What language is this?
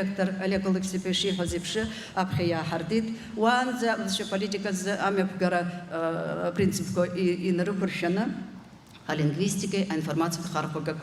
Abkhazian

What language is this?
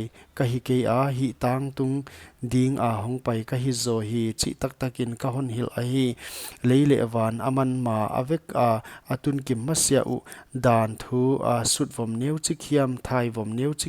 Paite Chin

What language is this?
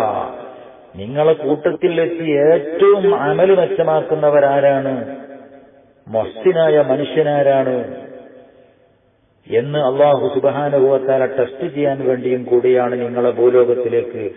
Malayalam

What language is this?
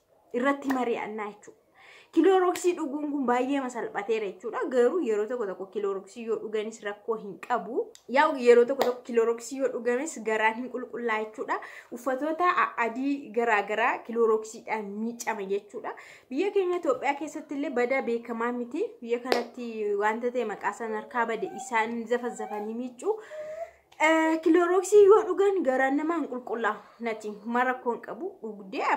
Oromo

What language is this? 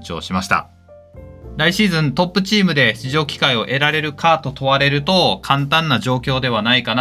Japanese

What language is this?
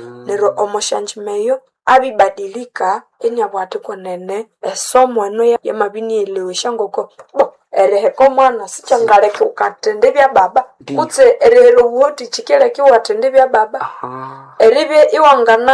Nande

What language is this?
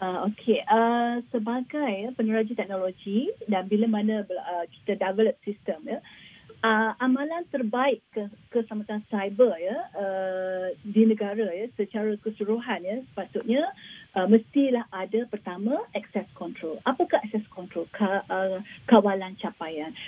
Malay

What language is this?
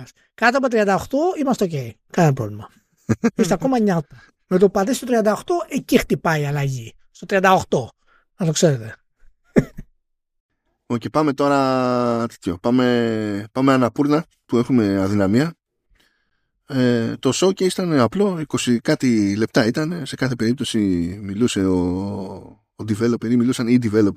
Greek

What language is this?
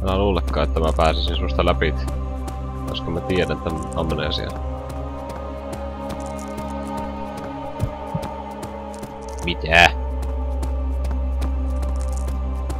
Finnish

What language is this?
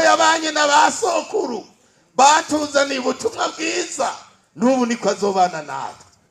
Rundi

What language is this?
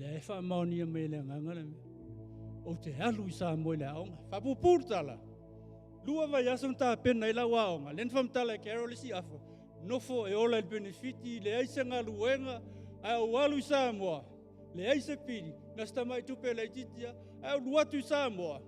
Samoan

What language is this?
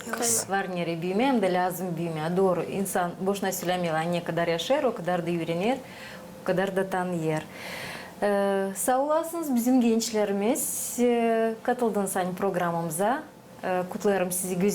Gagauz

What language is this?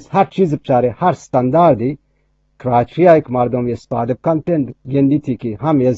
Eastern Balochi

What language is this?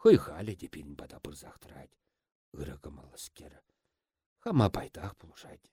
Chuvash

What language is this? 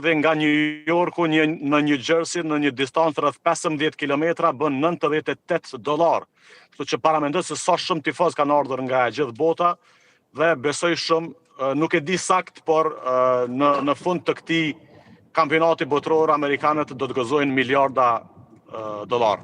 Albanian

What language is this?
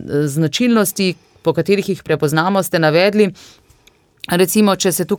Slovenian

